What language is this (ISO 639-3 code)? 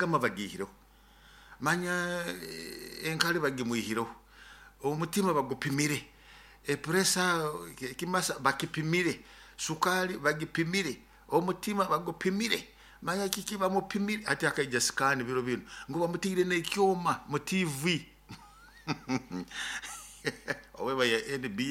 nyo